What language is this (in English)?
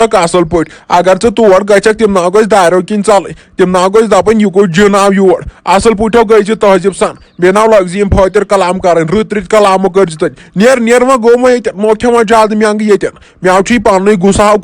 Kashmiri